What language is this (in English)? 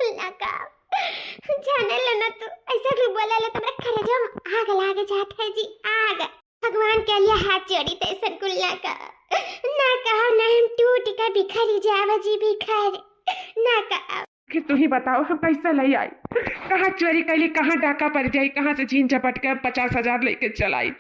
Awadhi